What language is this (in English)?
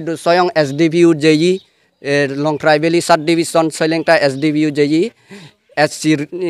Chakma